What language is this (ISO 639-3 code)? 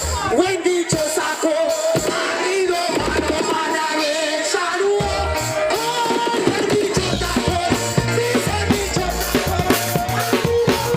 jam